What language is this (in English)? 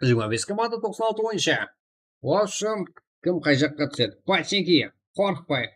Kara-Kalpak